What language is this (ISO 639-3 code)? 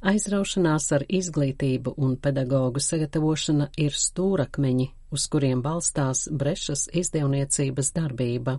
lav